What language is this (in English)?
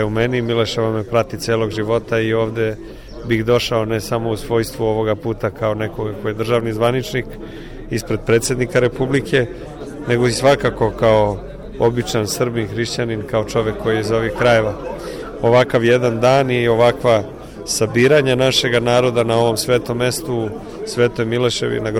Serbian